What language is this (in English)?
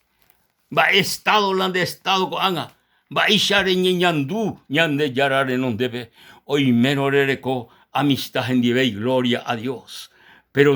Guarani